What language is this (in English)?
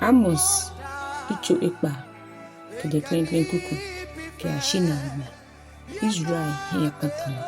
Ga